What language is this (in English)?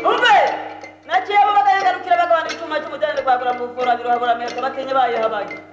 Kinyarwanda